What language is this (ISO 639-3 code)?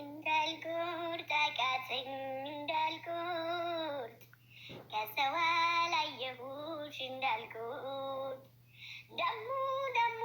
amh